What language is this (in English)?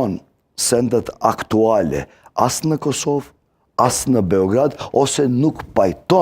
Albanian